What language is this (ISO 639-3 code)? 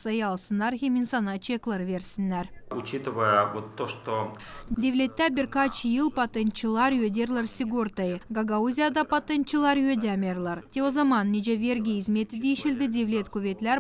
gag